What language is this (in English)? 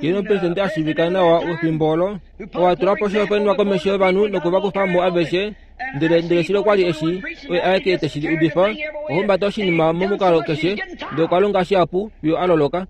Kuanyama